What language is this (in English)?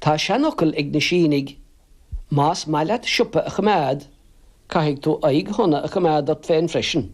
Irish